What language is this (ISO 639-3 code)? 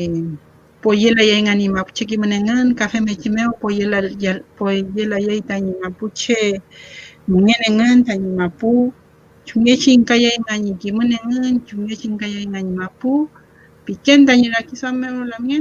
arn